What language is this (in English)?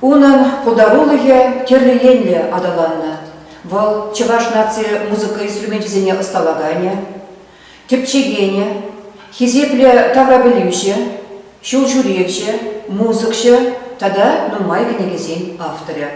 Chuvash